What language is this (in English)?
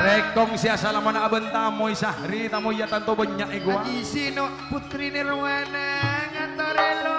Madurese